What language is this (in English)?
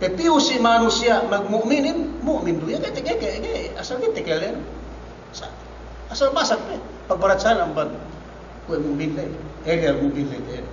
Yakan